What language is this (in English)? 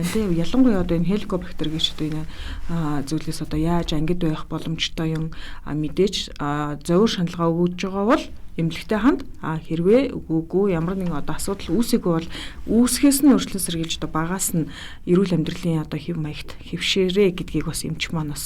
Mongolian